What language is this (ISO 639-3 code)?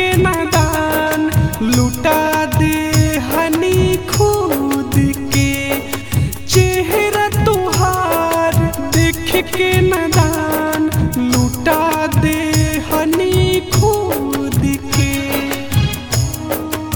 bho